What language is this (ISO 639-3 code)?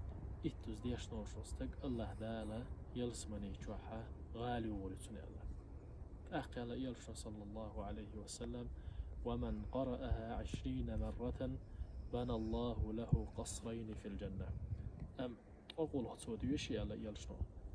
che